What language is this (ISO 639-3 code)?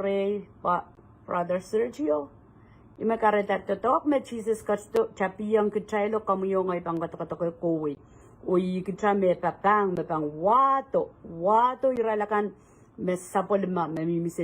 pon